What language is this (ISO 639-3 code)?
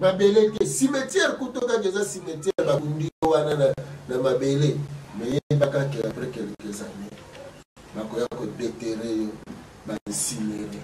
lin